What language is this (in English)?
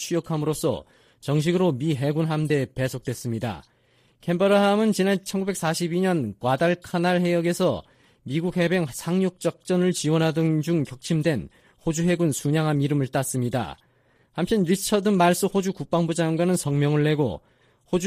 Korean